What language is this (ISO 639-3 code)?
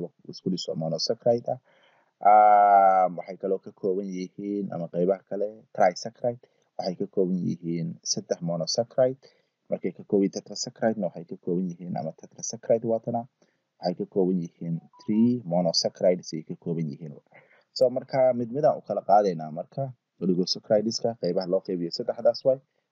som